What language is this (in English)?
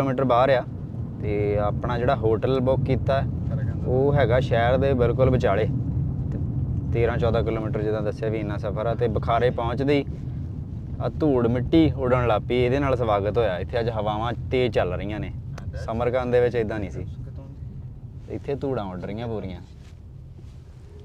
Punjabi